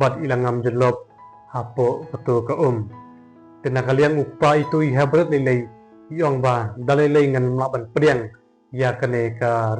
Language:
Khasi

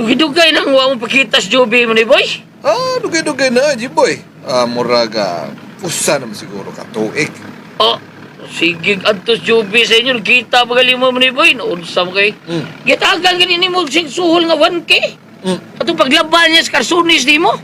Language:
Cebuano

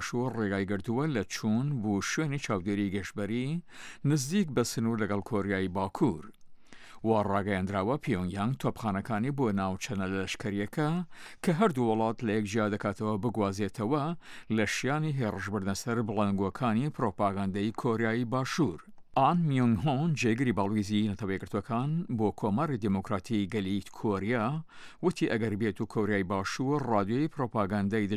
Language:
Central Kurdish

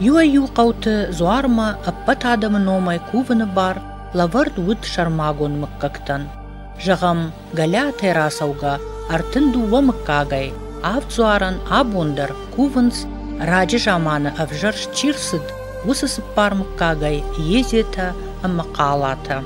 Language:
Ossetic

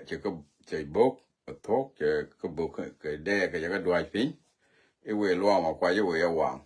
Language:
Nuer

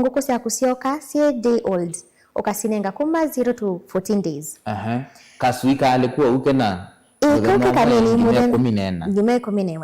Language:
Kamba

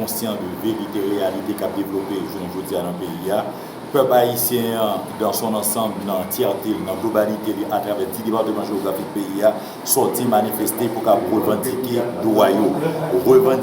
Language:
Haitian Creole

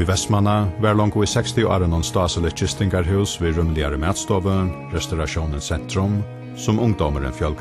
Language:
Faroese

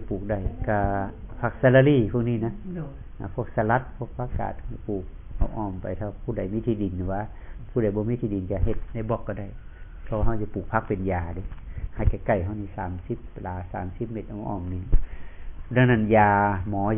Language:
Northeastern Thai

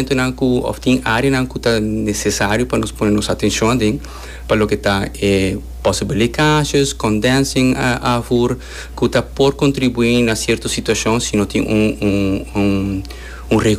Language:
Papiamento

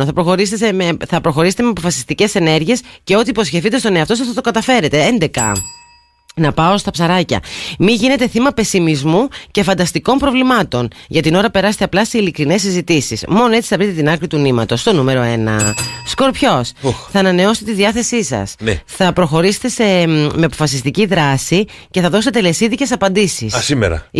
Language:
Greek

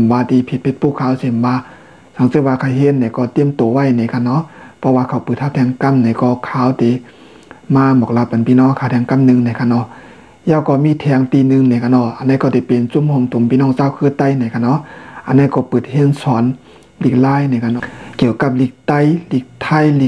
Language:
Shan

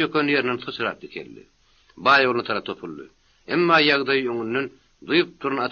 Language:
Turkmen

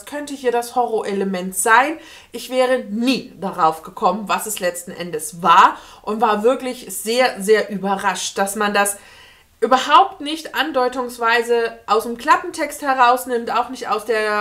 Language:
German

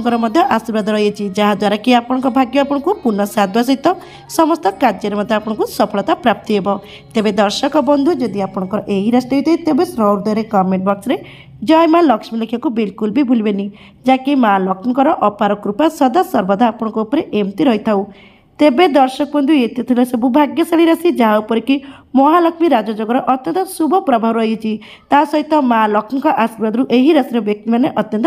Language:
Odia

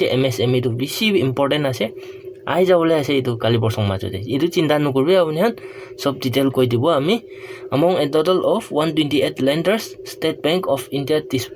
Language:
Naga Pidgin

